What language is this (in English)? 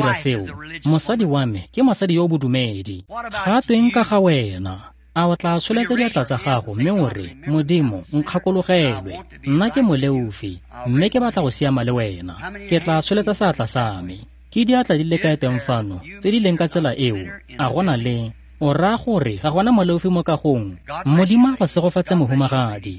Tswana